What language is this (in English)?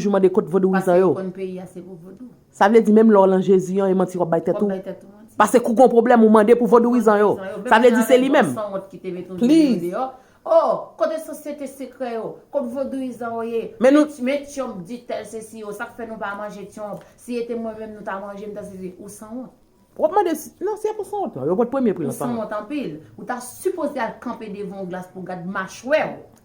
Haitian Creole